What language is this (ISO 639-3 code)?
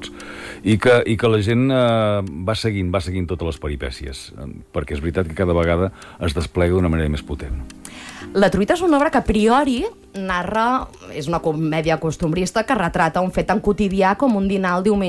cat